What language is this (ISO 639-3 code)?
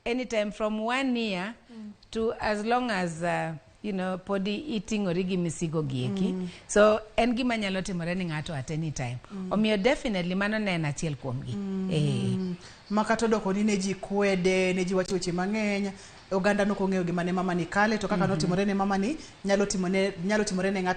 luo